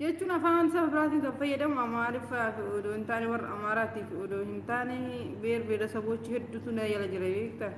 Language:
Oromo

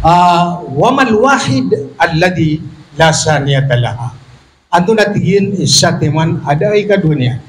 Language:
Maranao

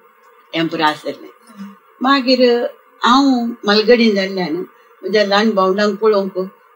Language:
Konkani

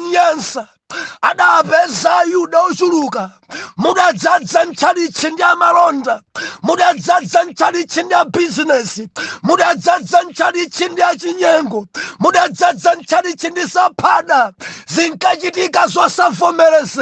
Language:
Nyanja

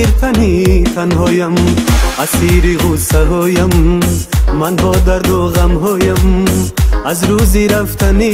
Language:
Persian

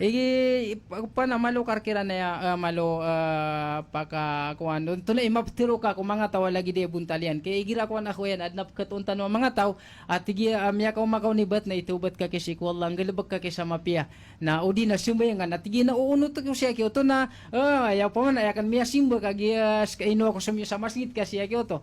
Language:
Maranao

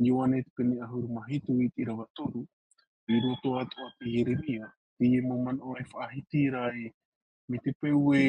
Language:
Tahitian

